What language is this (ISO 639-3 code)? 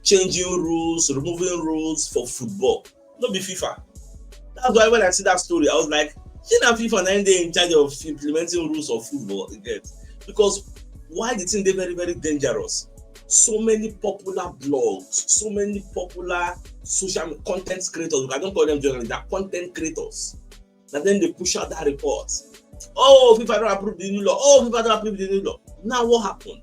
pcm